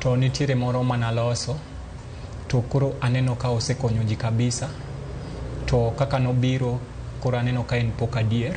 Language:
Luo (Kenya and Tanzania)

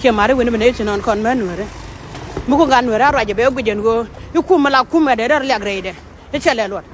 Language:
Nuer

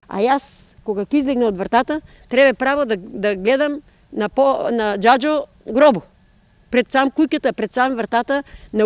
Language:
Macedonian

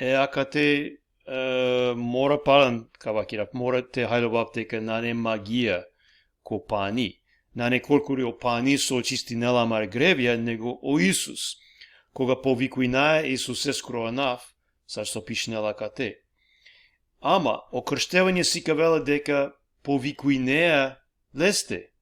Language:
Balkan Romani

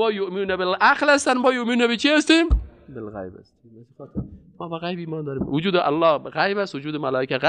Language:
Persian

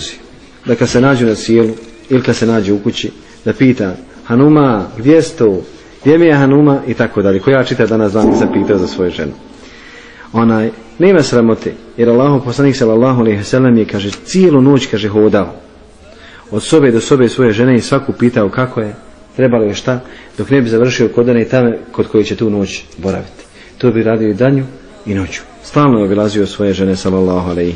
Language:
Bosnian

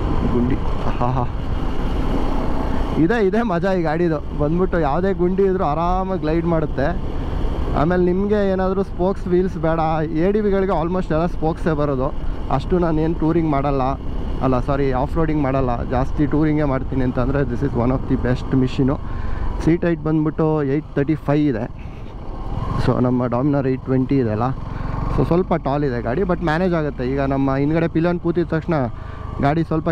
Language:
Kannada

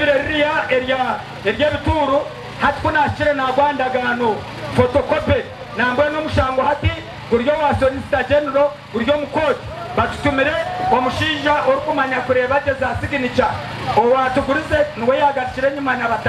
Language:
Nyankole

